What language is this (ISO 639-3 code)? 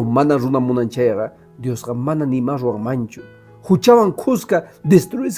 que